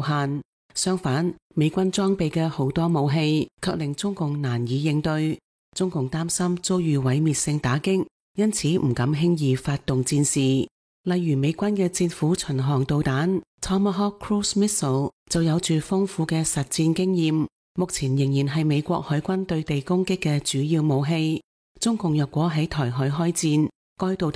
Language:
Cantonese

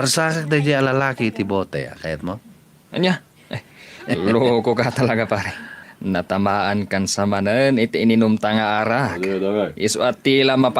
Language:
Iloko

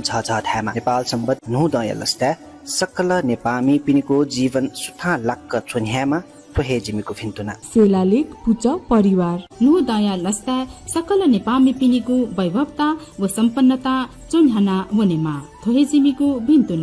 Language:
Newari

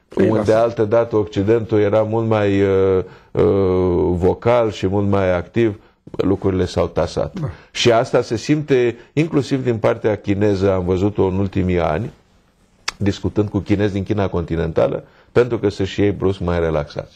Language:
Romanian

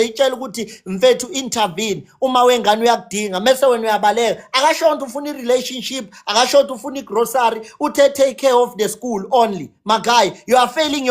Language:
Zulu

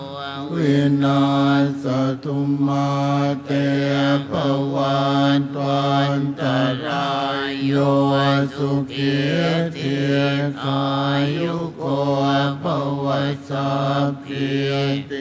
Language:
Pali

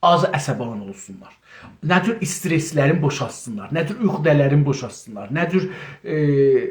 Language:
South Azerbaijani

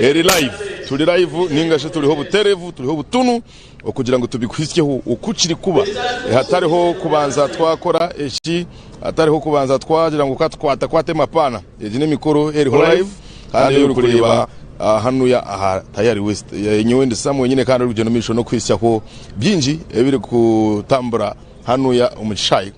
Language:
Nyankole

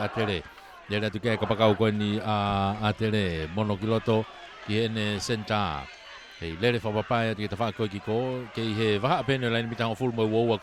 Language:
Tongan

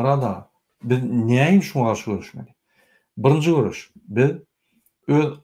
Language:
Turkmen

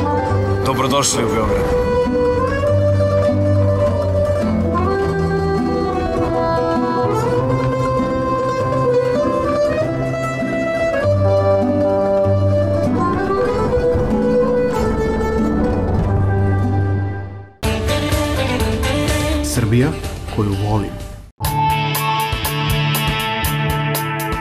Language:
Serbian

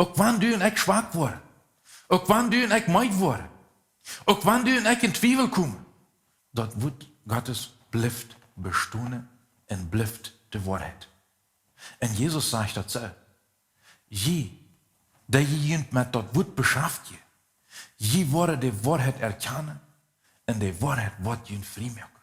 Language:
Plautdietsch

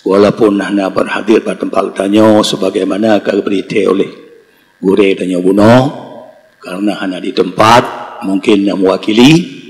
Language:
Achinese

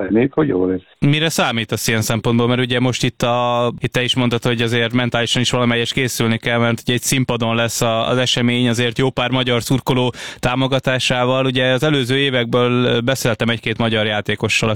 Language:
Hungarian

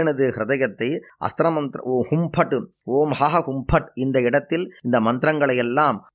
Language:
Tamil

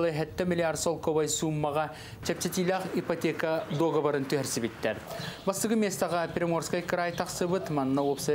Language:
Yakut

